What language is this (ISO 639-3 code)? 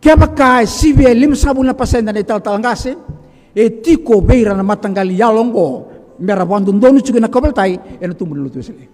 fij